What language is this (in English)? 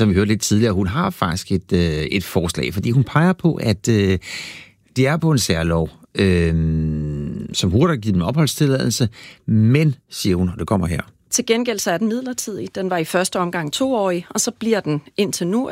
Danish